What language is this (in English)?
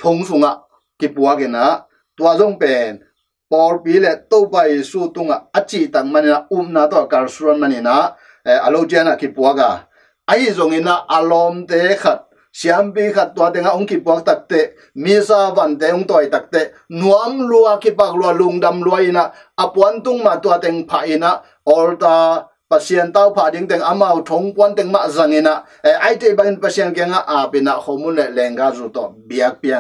Tedim Chin